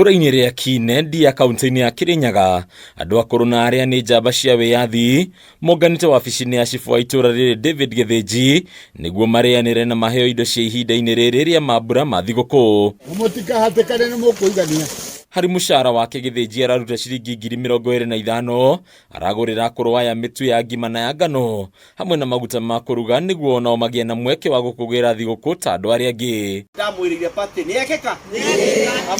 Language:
Kikuyu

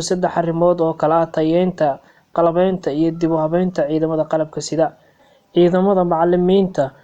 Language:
Somali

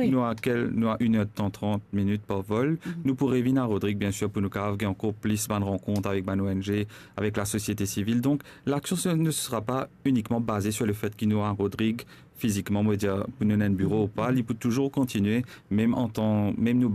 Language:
Morisyen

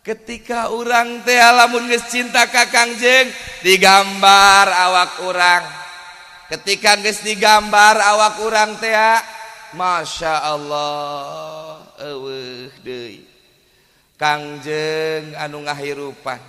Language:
Sundanese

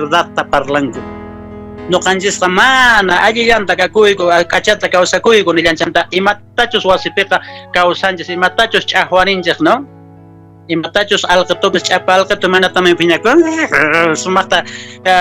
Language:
Quechua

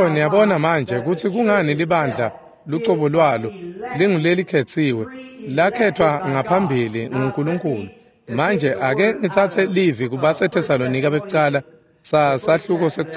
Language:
Swati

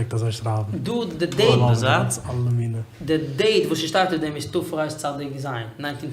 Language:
Yiddish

